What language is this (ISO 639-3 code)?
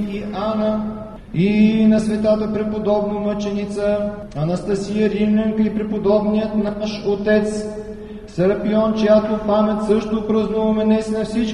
bul